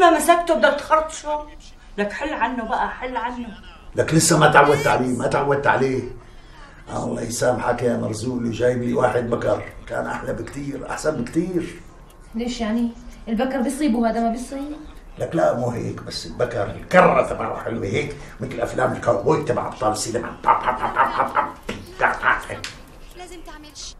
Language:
North Levantine Arabic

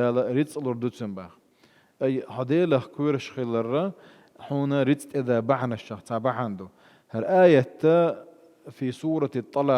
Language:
Chechen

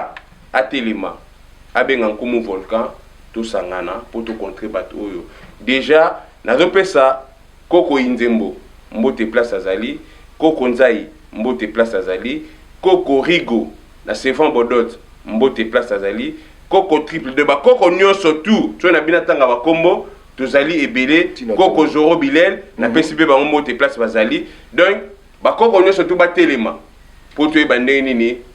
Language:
Lingala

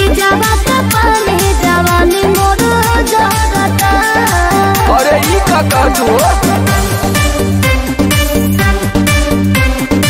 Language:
Bhojpuri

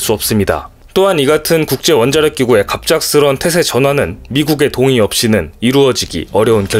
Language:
Korean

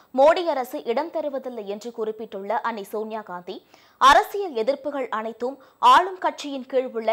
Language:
Tamil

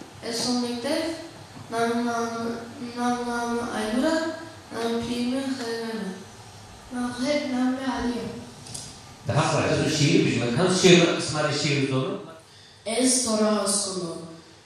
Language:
Zaza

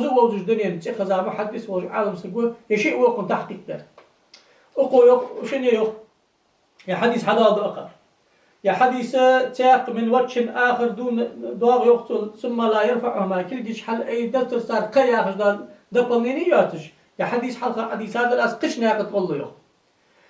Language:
Ingush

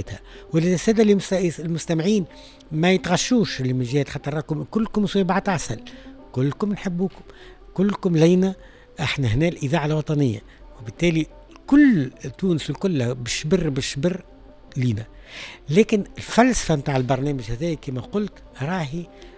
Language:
Tunisian Arabic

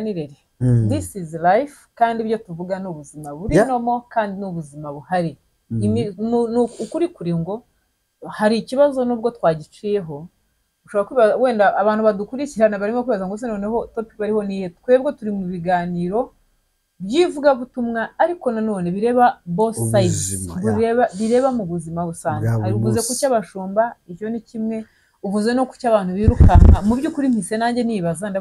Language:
Kinyarwanda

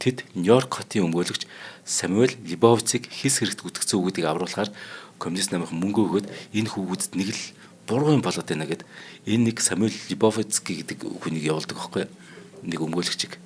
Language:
Mongolian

